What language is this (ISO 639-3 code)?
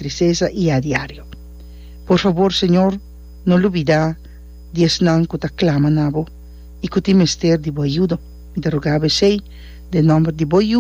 pap